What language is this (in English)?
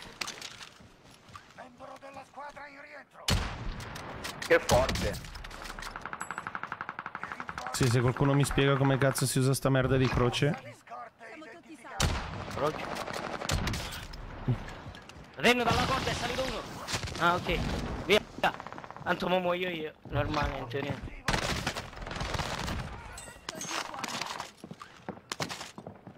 Italian